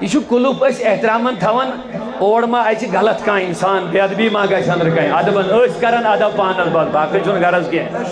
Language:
Kashmiri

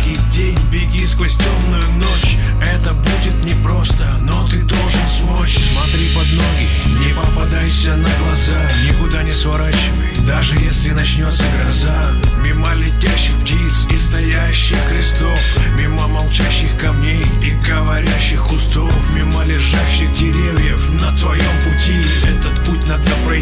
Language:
Russian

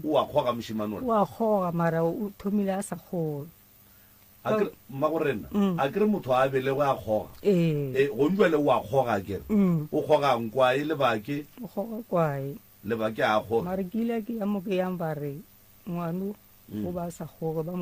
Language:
Northern Sotho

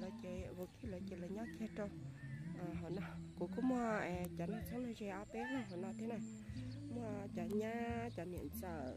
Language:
Hmong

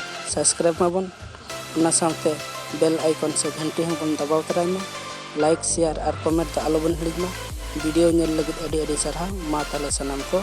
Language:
Santali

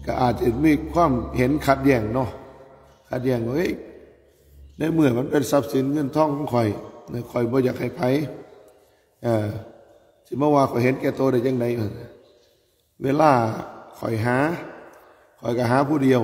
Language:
Northeastern Thai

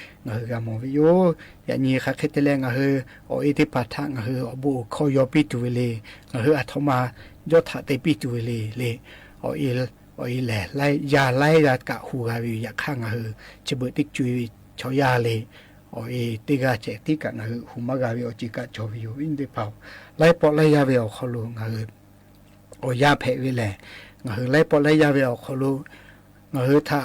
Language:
Lahu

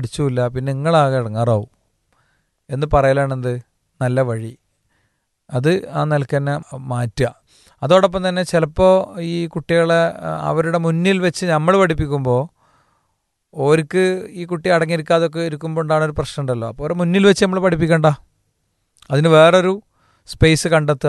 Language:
Malayalam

